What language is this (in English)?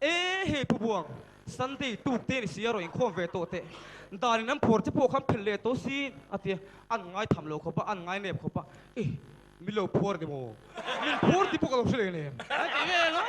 Mizo